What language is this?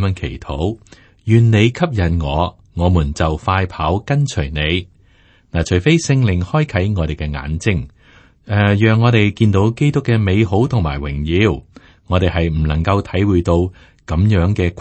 Cantonese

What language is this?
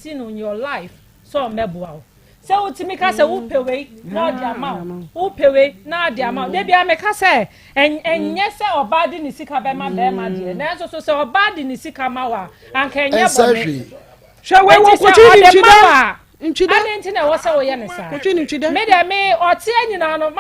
Akan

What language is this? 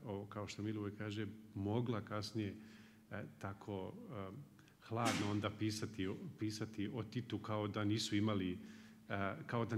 Croatian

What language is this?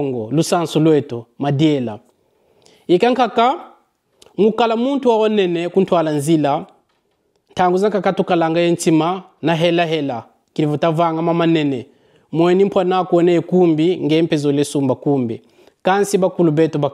Kongo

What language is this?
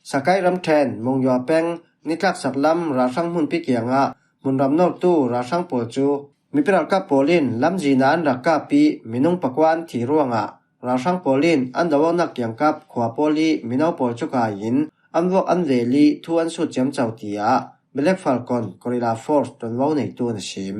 Falam Chin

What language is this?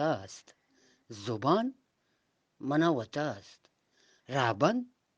Eastern Balochi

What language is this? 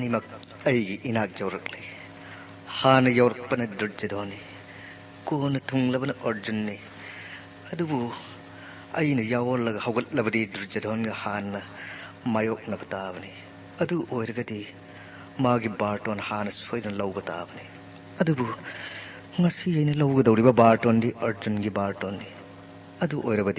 Manipuri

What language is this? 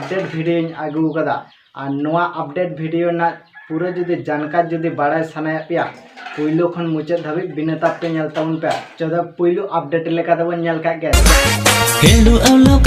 Santali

